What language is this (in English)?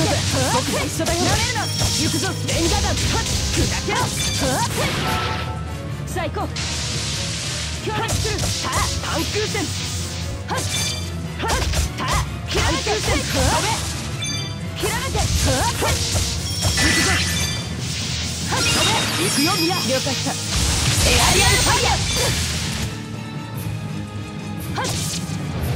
Japanese